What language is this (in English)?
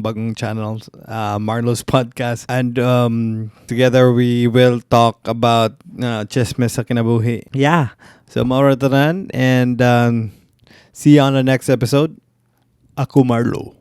Cebuano